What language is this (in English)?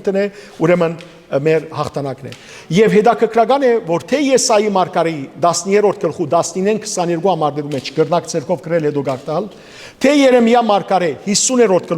Western Armenian